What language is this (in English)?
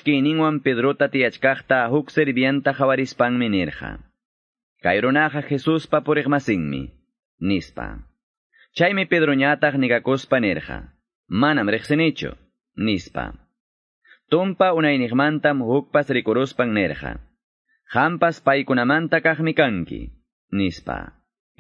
Quechua